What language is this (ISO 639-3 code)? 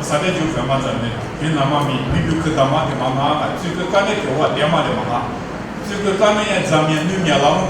lis